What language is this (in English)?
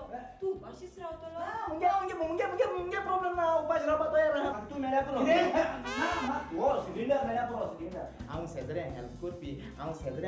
Konkani